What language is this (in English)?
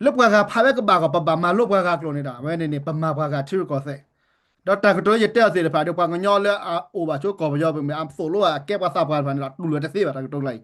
S'gaw Karen